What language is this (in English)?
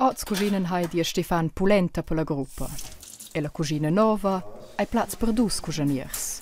Romansh